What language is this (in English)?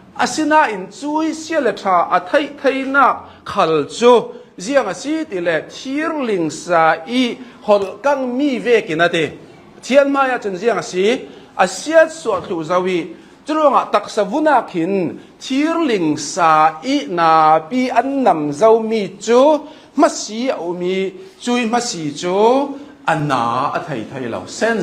Hakha Chin